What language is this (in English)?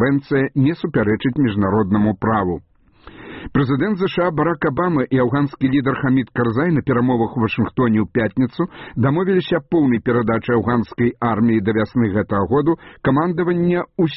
Belarusian